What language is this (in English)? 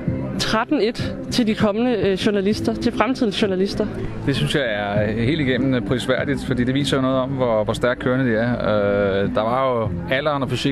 Danish